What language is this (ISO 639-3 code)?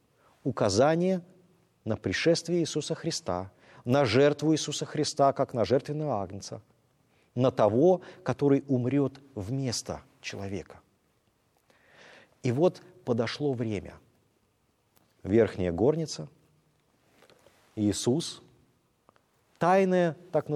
rus